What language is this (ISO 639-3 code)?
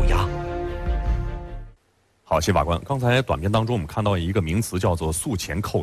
zho